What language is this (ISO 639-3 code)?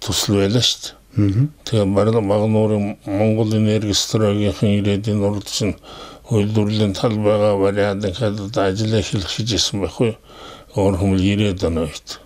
mon